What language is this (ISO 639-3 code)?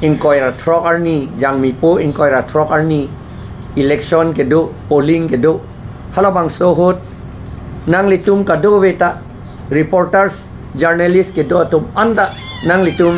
mjw